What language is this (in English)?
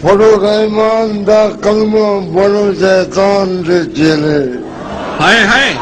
Saraiki